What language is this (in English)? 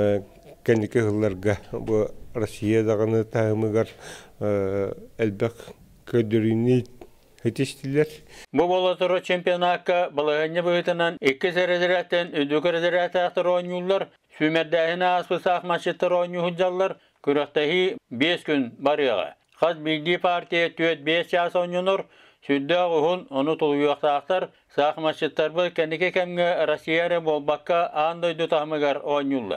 Yakut